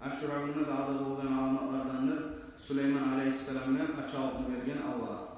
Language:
Kumyk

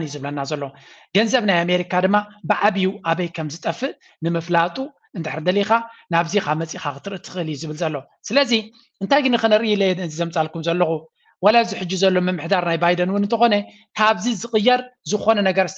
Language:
Tigrinya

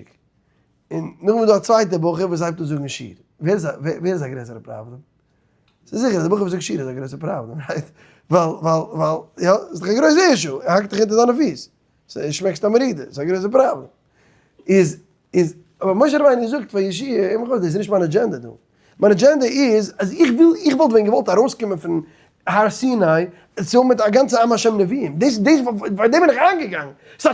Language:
Yiddish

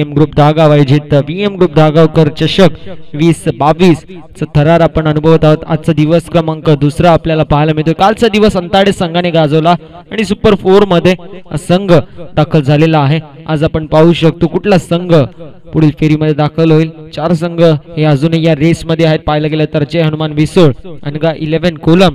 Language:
Marathi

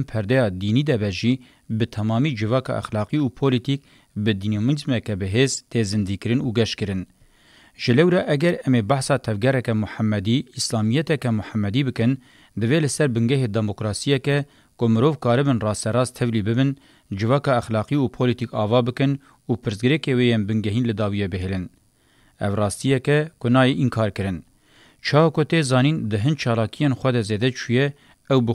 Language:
Kurdish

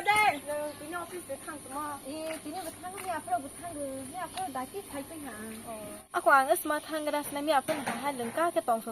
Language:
Kok Borok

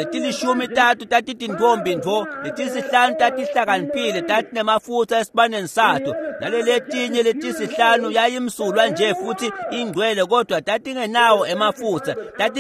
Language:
Swati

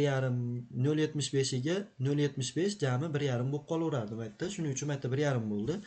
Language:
Uzbek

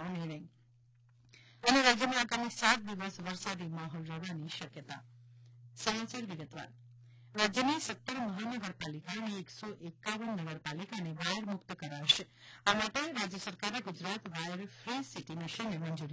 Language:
Gujarati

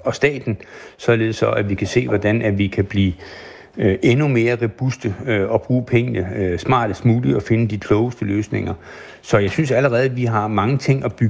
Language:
Danish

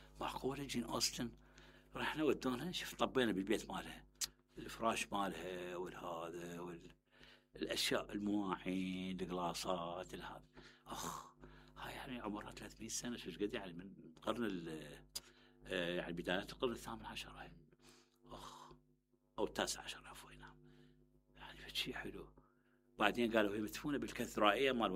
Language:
Mesopotamian Arabic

